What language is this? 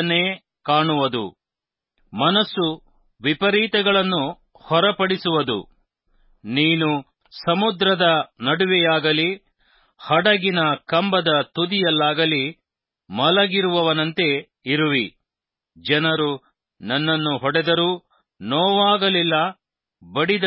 Kannada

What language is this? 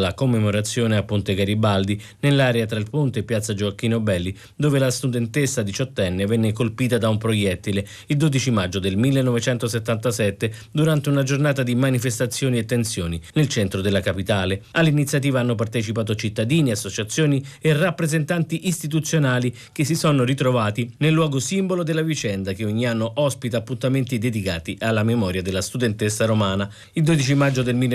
Italian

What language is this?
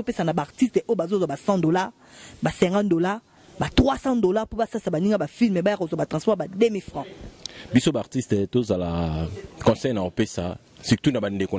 Lingala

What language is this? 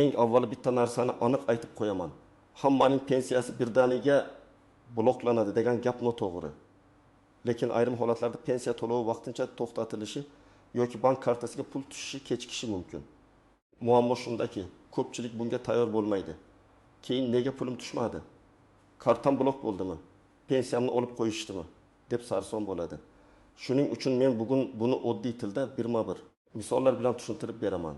Uzbek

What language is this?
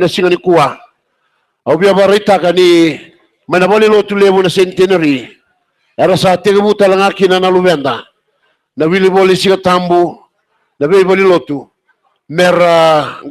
Fijian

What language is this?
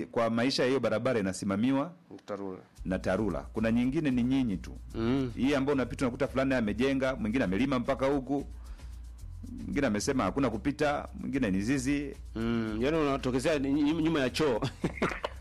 Swahili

